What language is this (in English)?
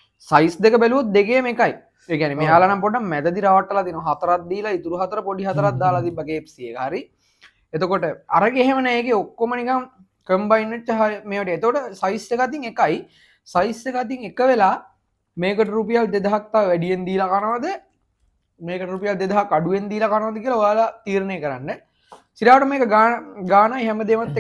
Sinhala